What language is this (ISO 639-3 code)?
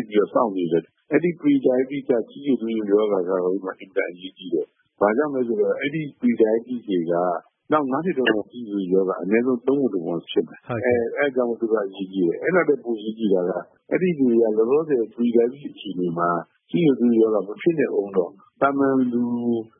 mya